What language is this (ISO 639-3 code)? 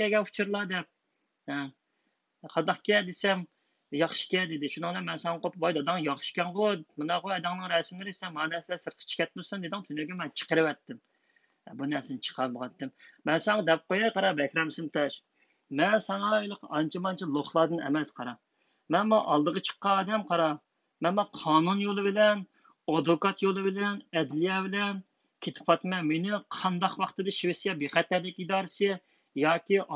uig